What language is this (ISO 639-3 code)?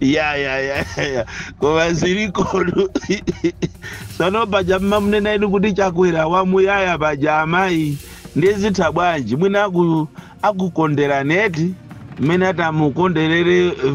nya